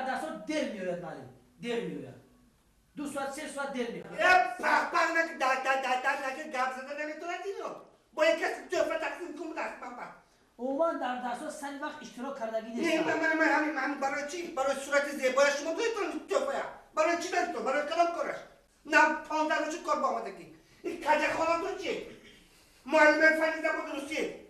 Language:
Tajik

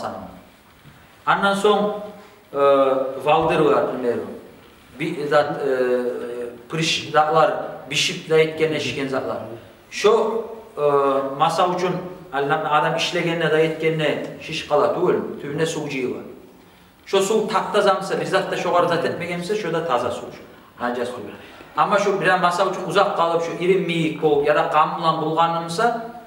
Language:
Kumyk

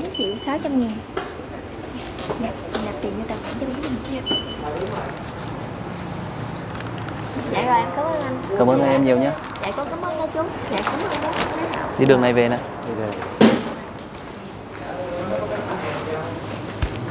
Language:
Vietnamese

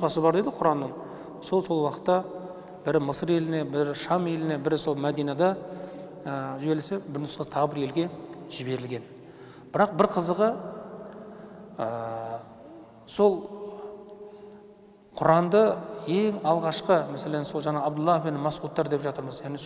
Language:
Kazakh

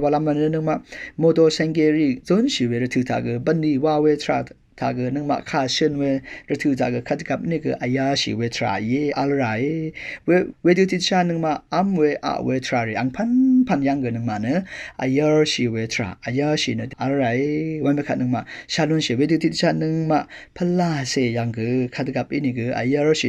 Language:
Rawang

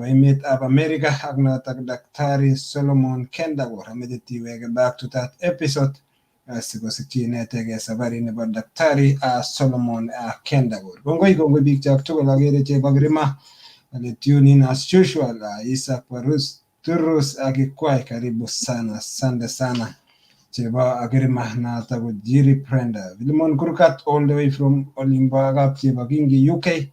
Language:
Kalenjin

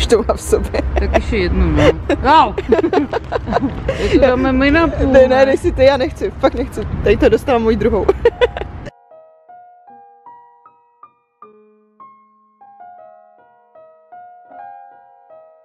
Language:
Czech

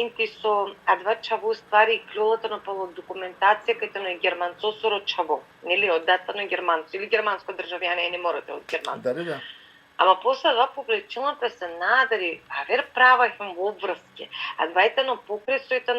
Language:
Balkan Romani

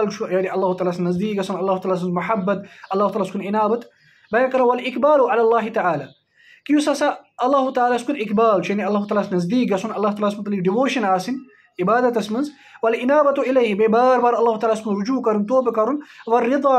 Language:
Kashmiri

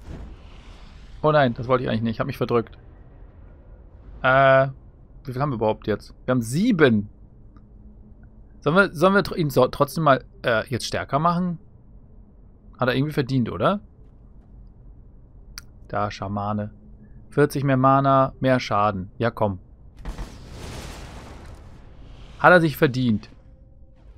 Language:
German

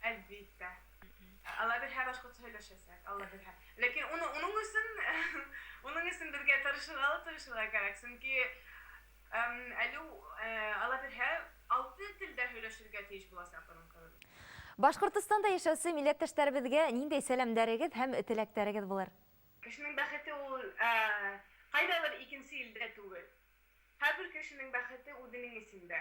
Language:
Bashkir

